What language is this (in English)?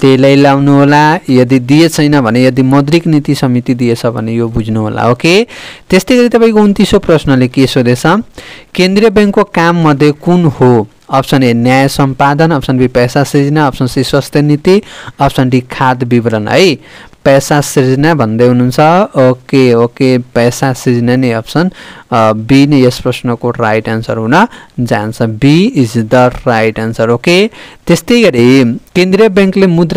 Nepali